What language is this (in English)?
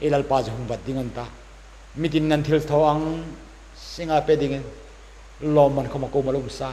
Hmar